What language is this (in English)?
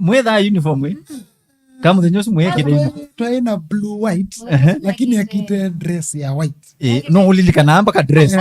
Kamba